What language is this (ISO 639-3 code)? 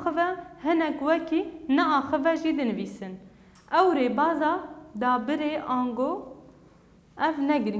kur